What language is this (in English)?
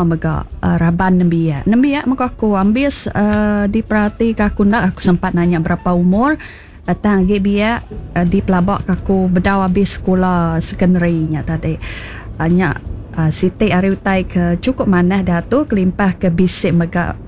Iban